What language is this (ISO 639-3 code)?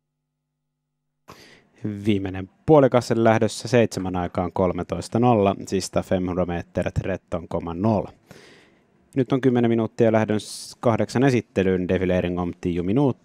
fin